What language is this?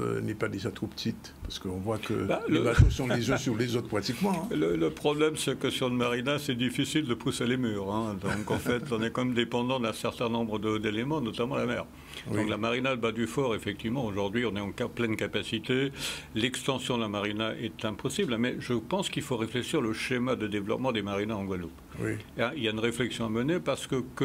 French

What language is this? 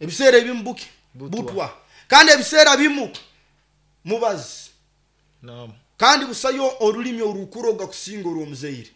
Nyoro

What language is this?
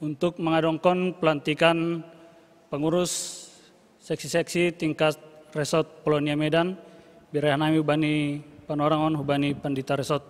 Batak Simalungun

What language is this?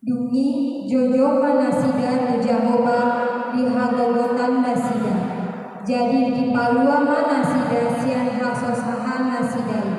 Batak Toba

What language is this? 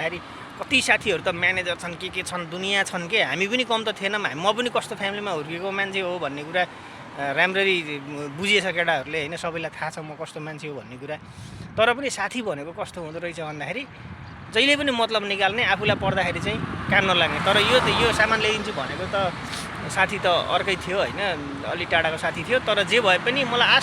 Nepali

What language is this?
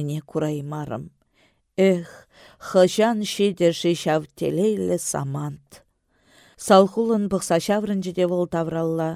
Chuvash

